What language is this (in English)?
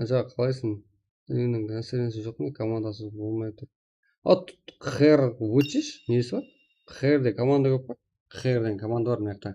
Kara-Kalpak